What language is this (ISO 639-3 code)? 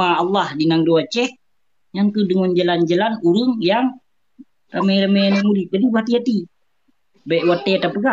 ace